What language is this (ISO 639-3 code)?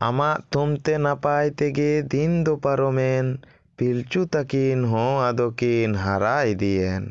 sat